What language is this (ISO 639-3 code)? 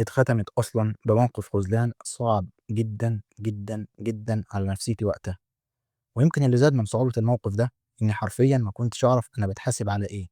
arz